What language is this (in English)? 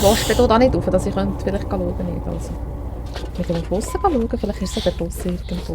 Swiss German